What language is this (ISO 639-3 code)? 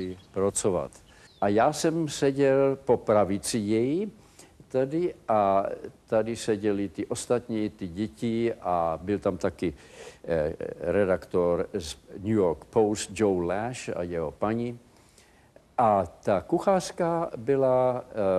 ces